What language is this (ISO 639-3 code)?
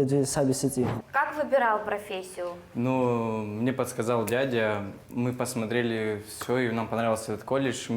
abk